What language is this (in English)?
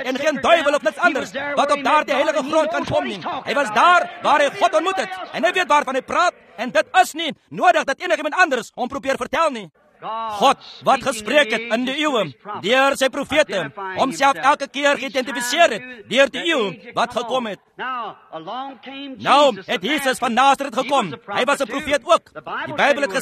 Afrikaans